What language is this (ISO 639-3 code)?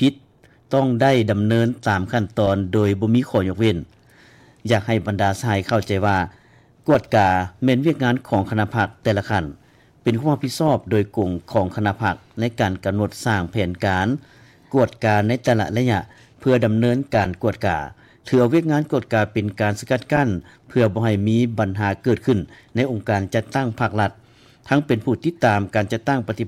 lao